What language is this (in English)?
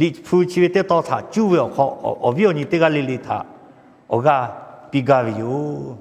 Lahu